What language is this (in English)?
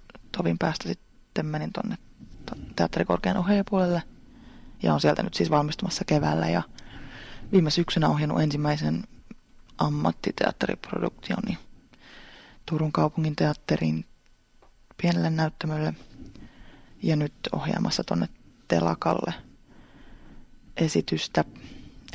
Finnish